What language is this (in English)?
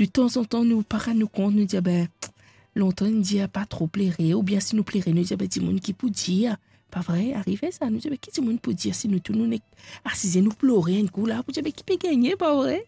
Morisyen